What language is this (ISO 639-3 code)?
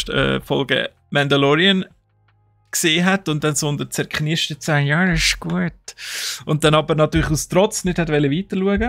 gsw